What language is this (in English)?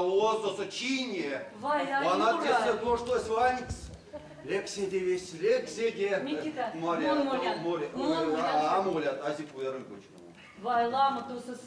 Erzya